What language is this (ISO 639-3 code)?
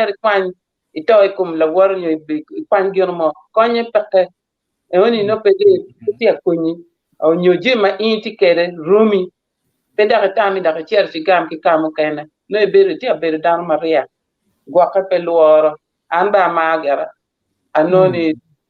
ach